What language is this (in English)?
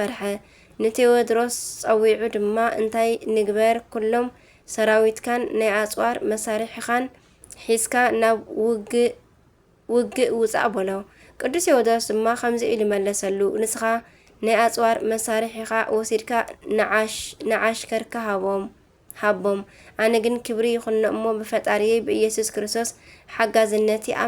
Tigrinya